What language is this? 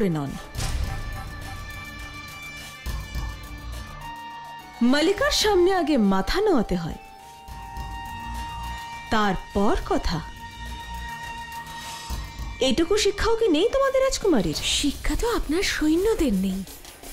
Bangla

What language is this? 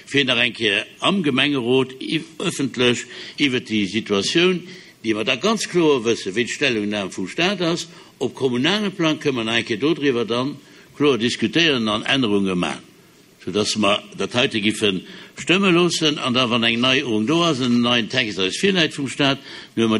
Luxembourgish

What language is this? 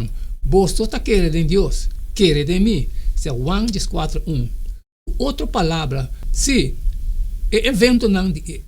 Papiamento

